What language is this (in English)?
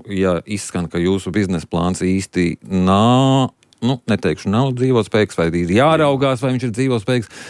Latvian